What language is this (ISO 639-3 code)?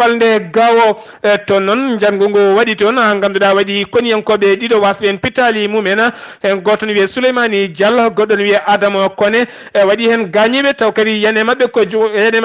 ful